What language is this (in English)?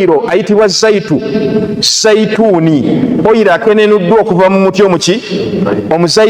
Ganda